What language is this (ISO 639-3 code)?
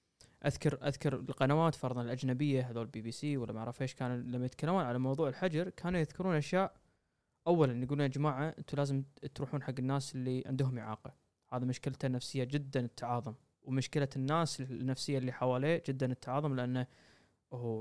afb